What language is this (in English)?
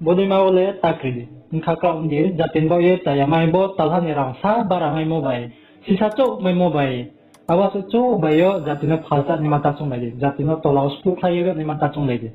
Riang (India)